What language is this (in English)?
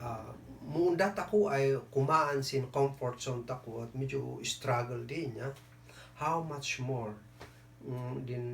Kankanaey